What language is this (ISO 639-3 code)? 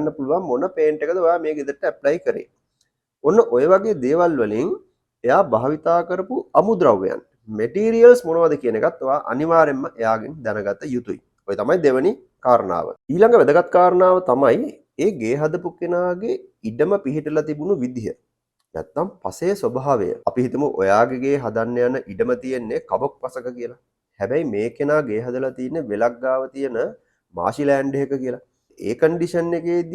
sin